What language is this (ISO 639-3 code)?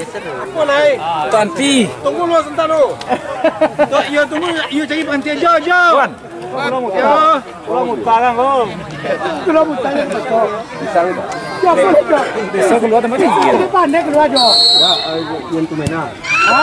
min